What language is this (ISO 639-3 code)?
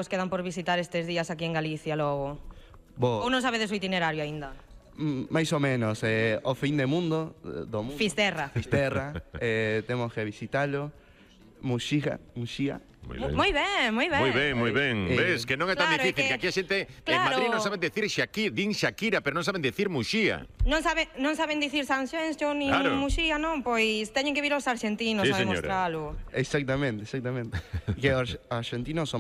glg